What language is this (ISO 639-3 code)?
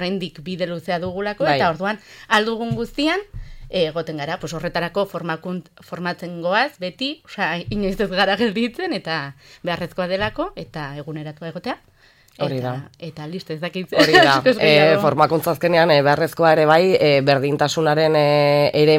eus